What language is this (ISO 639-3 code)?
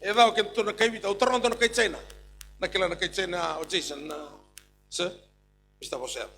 fij